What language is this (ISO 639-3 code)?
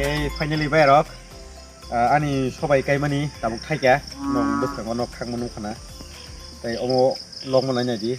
trp